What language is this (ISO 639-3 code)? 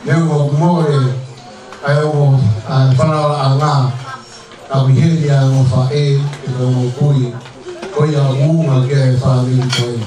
ton